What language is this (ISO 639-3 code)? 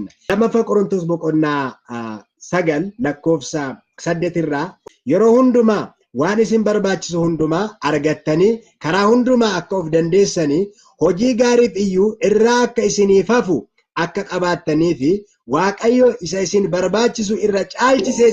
orm